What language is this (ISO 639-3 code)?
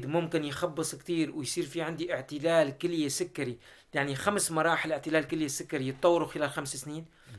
apc